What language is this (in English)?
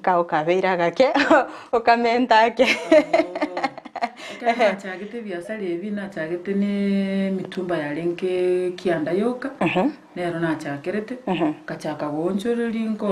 Gusii